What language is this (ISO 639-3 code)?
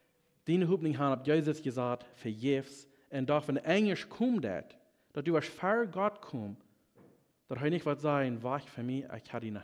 pdt